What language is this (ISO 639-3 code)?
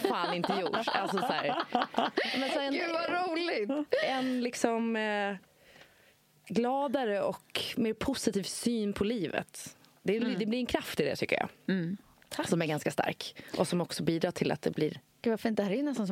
swe